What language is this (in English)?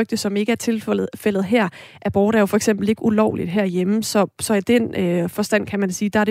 Danish